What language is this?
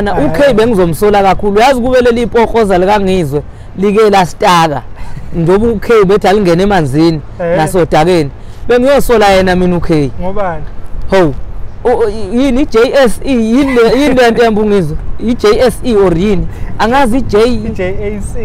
Zulu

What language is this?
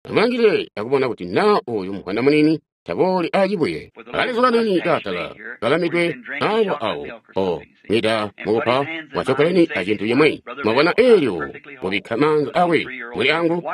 Tonga (Zambia)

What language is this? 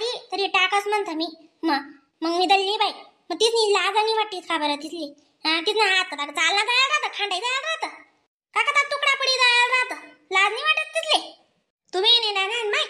Khandesi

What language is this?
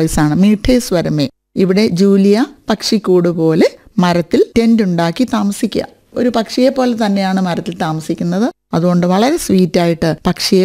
Malayalam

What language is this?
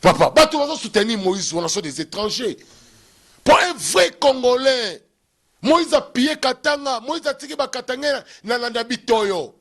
Lingala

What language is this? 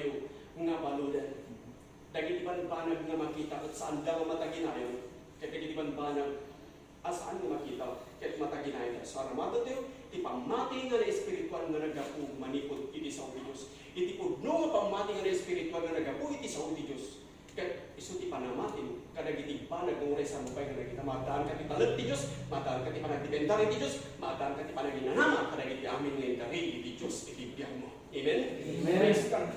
Iloko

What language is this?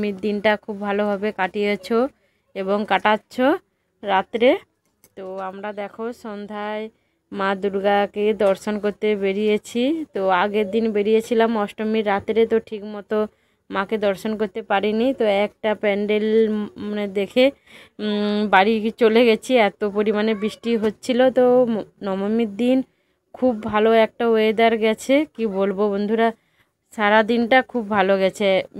Bangla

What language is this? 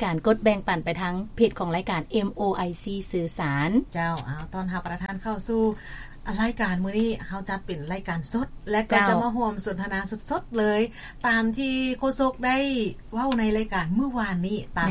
Lao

